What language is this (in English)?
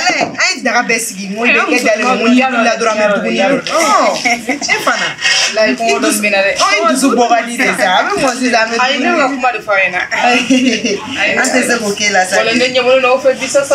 Bambara